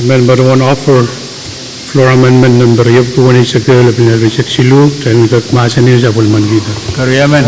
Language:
Pohnpeian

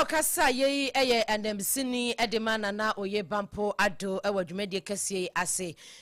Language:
Akan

